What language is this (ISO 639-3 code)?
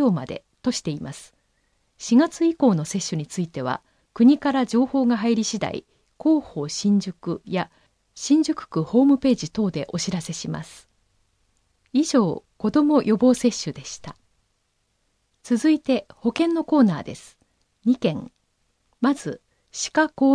jpn